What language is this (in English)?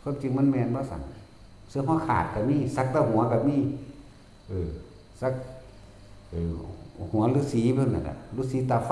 Northeastern Thai